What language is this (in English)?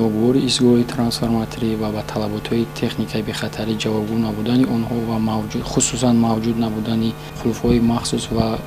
Tajik